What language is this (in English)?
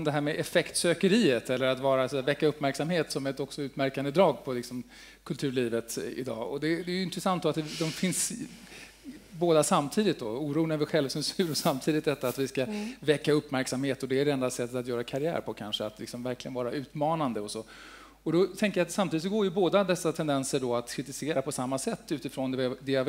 Swedish